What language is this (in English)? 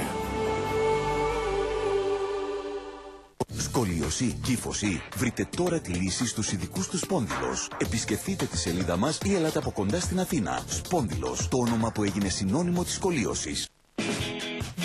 Greek